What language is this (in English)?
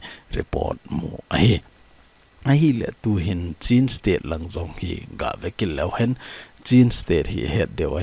Thado Chin